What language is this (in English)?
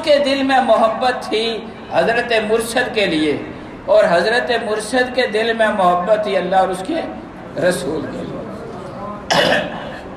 Urdu